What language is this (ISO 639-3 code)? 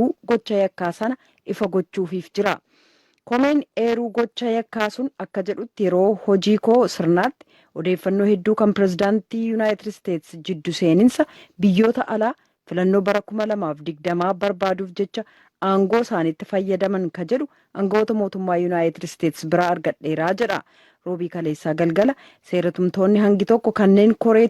orm